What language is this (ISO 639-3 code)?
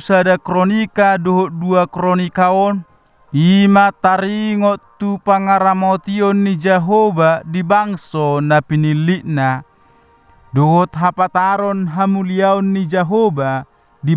bbc